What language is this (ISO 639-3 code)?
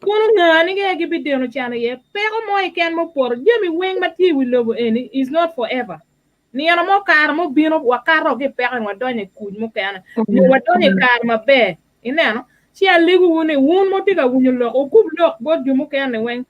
ach